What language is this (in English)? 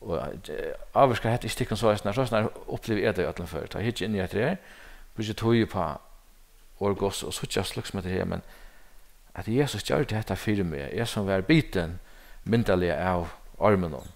Faroese